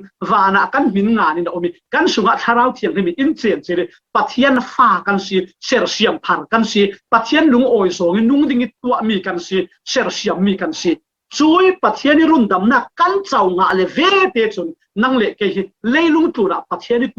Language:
Falam Chin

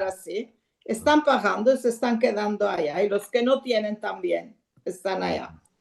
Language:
Ladino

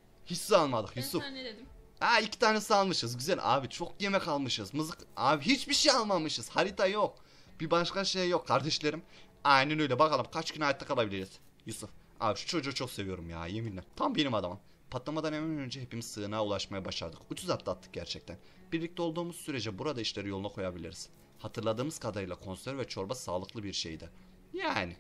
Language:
Turkish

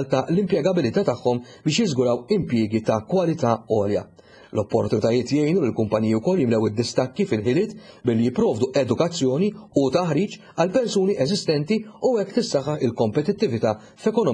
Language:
Maltese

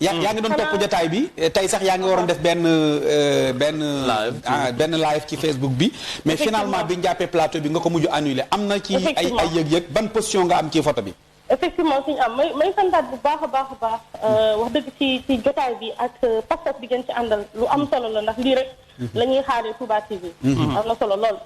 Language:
Wolof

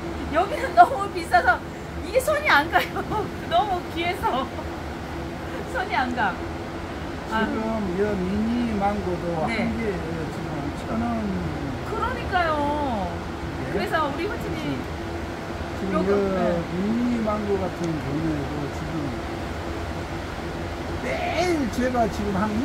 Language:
Korean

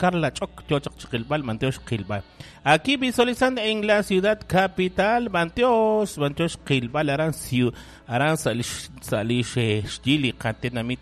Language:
Kekchí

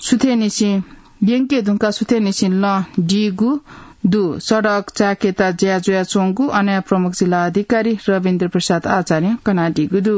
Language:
Newari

